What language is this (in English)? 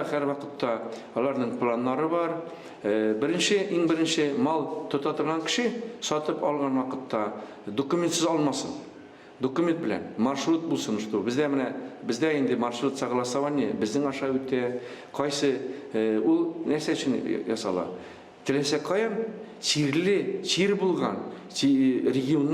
Tatar